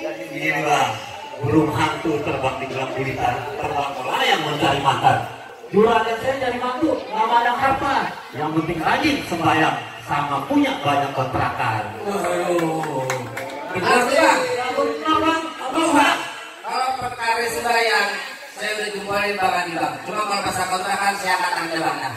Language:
Betawi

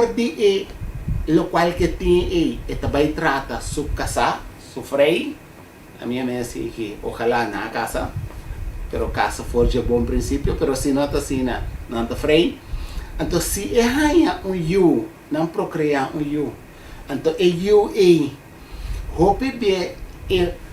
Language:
Papiamento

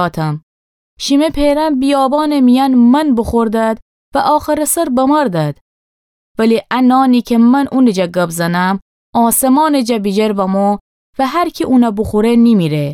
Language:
Gilaki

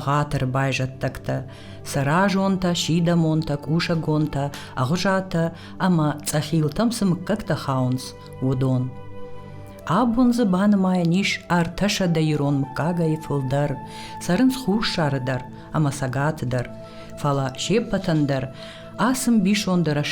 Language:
Ossetic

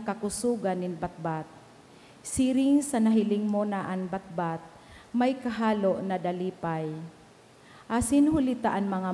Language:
Bikol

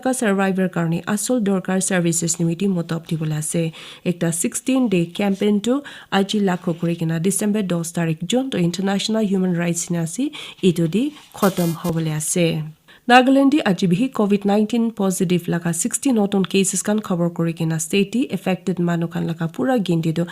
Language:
Naga Pidgin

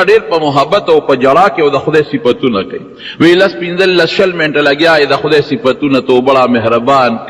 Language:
Pashto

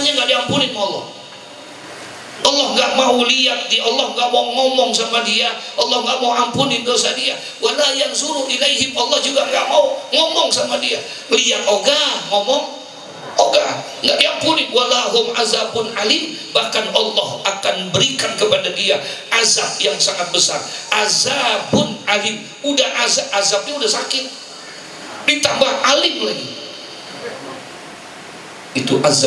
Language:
Indonesian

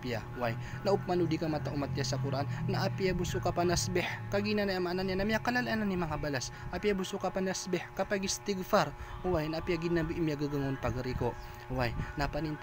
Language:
Maranao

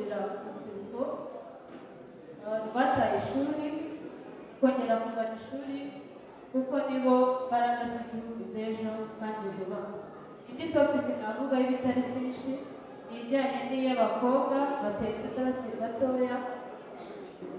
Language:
Kinyarwanda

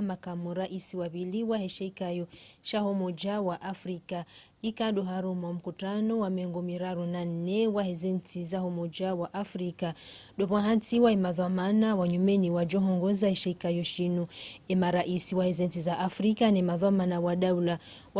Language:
Ngazidja Comorian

